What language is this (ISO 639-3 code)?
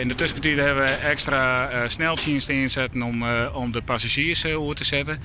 fry